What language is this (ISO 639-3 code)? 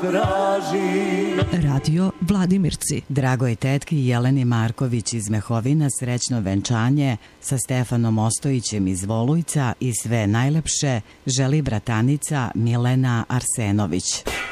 srp